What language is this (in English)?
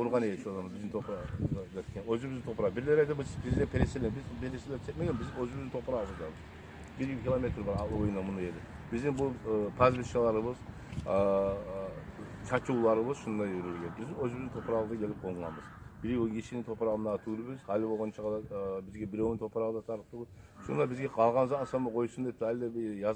Kumyk